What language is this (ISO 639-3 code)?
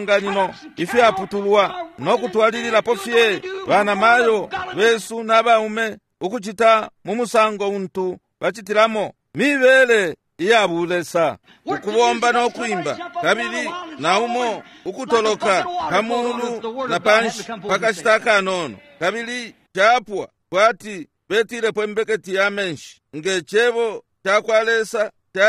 bem